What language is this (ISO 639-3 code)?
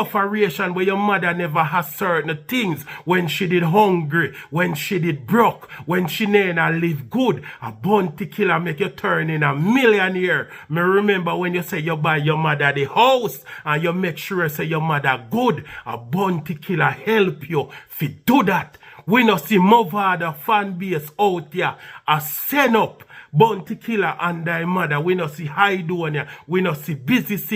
jam